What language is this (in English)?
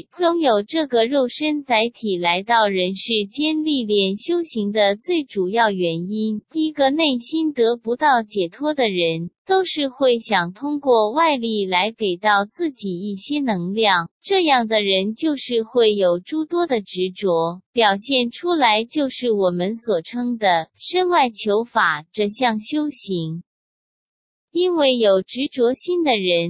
Chinese